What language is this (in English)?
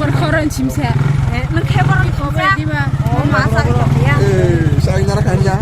Kok Borok